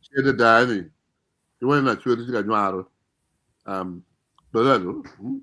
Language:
Acoli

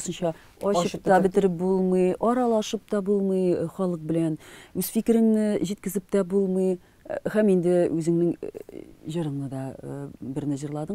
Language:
Tatar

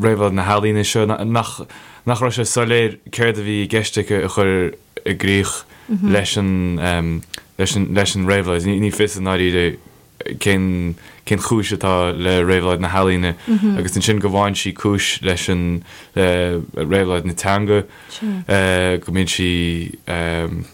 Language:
Irish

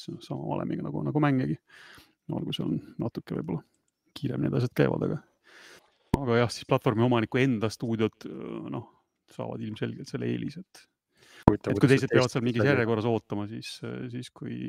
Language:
Estonian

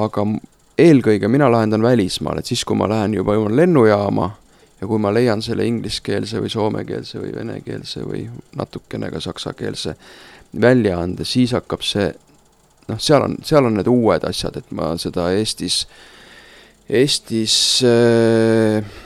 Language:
Estonian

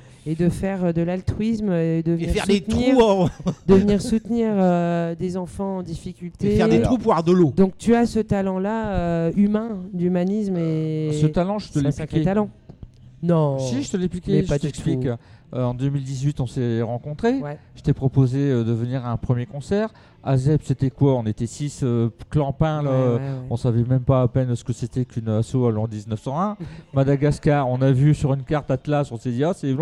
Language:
French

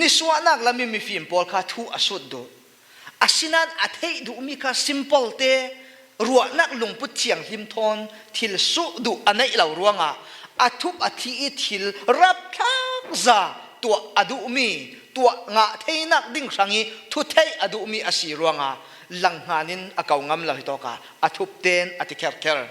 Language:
Falam Chin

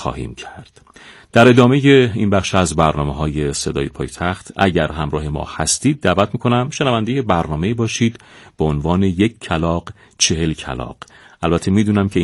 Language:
Persian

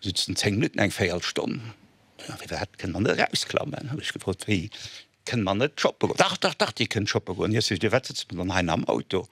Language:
Luxembourgish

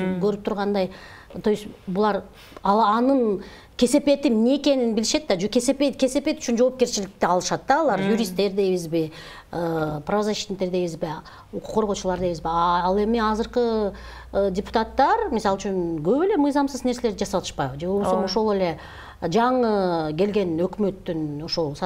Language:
Kyrgyz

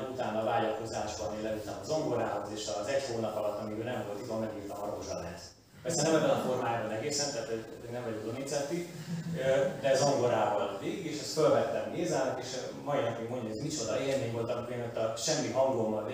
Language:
Hungarian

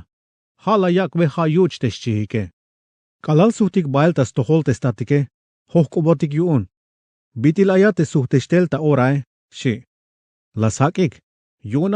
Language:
Tzeltal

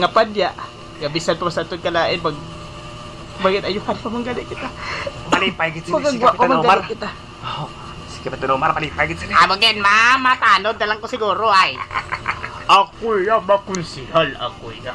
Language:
Hiligaynon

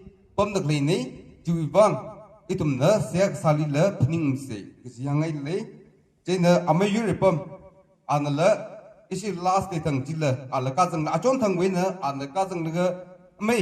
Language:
Tangkhul Naga (India)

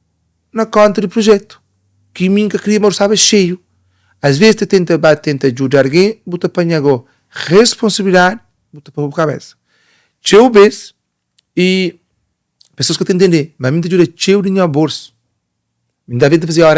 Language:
Kabuverdianu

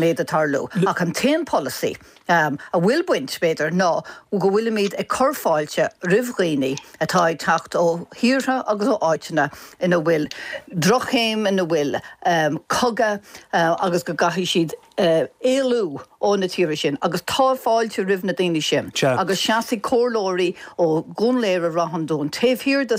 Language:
Irish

